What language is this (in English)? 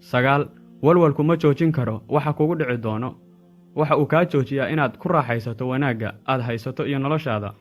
Somali